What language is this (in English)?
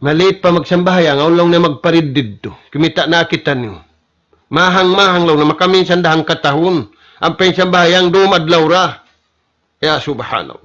Tausug